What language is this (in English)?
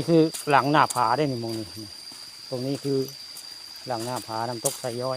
Northeastern Thai